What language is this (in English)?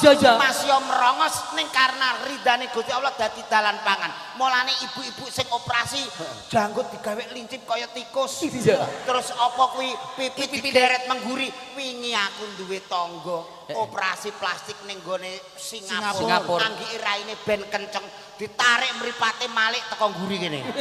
Javanese